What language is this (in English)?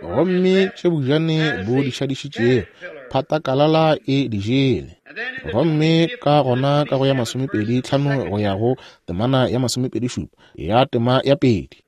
Northern Sotho